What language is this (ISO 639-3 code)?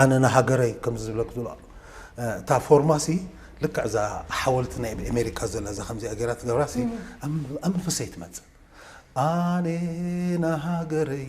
tir